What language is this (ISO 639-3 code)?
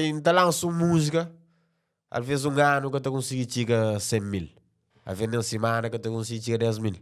kea